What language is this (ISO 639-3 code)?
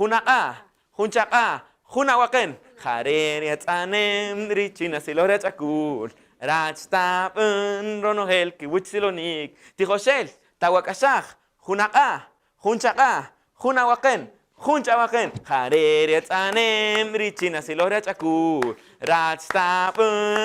cak